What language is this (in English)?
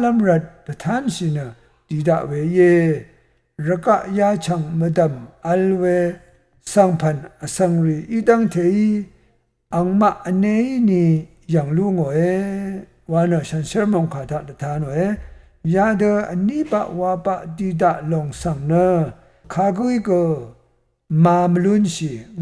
Rawang